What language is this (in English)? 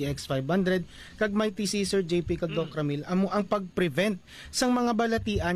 Hiligaynon